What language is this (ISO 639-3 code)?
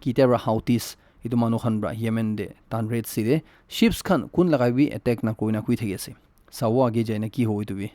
nag